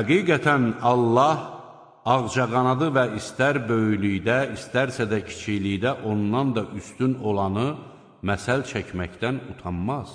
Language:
Azerbaijani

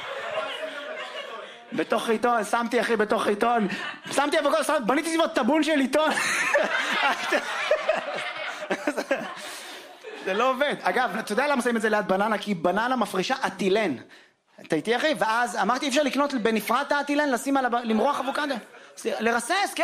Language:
Hebrew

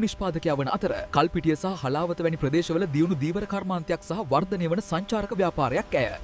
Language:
Sinhala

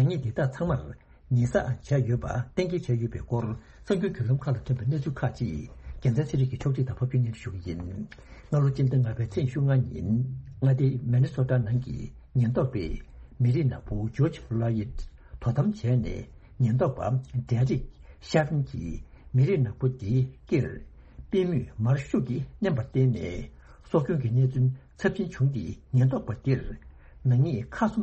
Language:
Tibetan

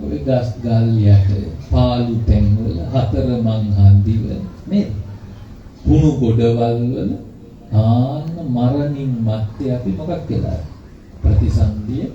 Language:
Sinhala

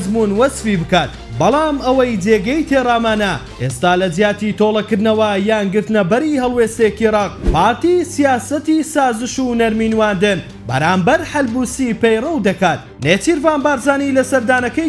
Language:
Central Kurdish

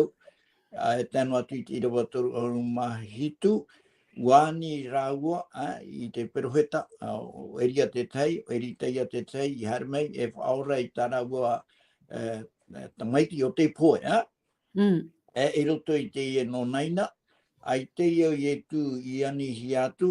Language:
Tahitian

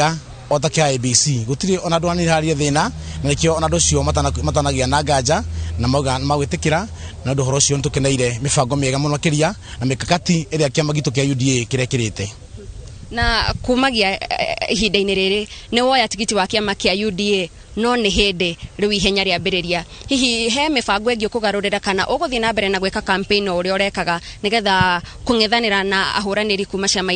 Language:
Kikuyu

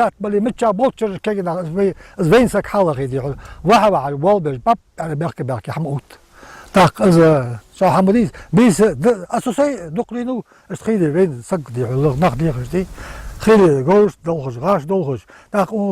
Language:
Ingush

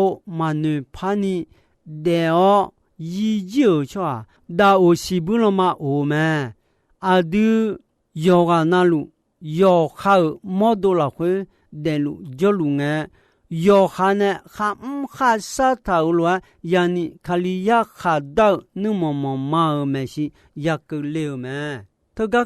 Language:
Akha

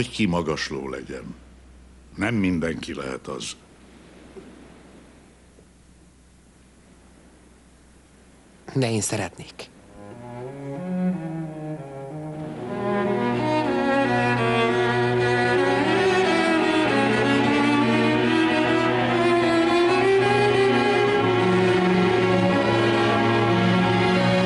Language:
Hungarian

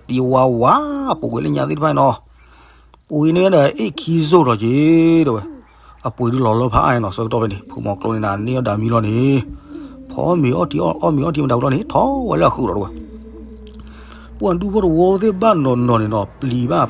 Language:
S'gaw Karen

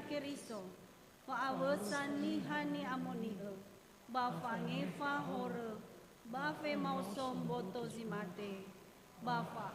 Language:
Nias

